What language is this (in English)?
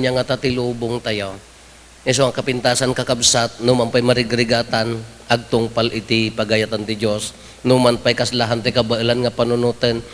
Iloko